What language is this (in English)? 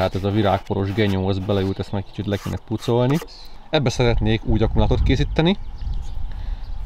Hungarian